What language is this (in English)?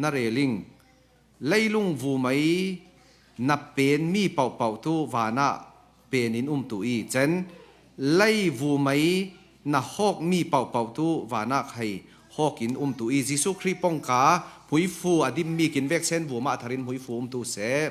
Falam Chin